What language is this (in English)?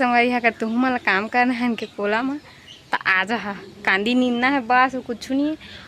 Chhattisgarhi